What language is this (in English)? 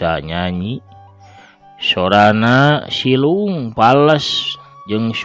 Sundanese